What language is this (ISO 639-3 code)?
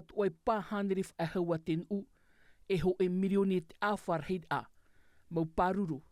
tah